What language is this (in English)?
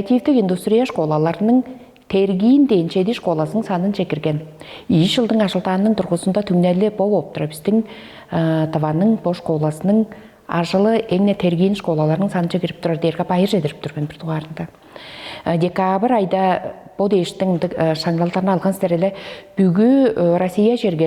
Tuvinian